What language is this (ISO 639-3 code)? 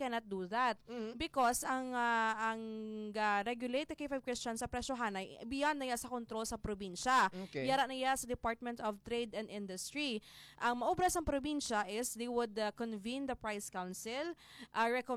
hil